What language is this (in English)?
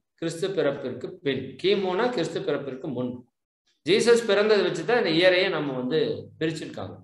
Tamil